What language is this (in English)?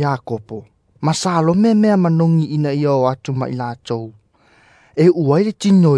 Samoan